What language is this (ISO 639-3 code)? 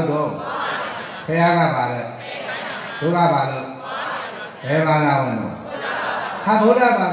mya